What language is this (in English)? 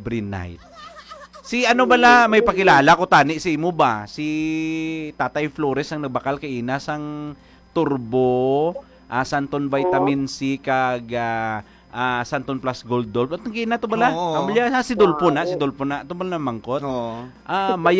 Hiligaynon